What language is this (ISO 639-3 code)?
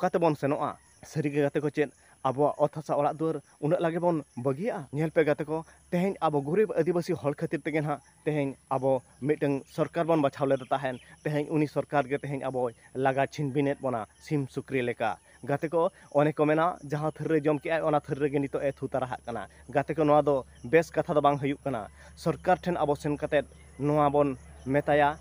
sat